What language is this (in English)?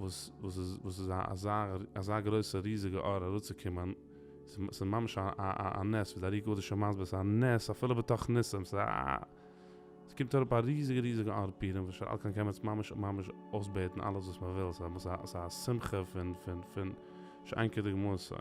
Yiddish